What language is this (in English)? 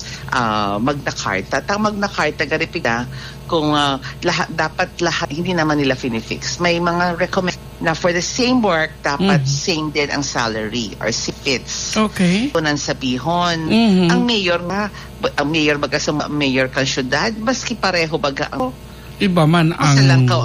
Bikol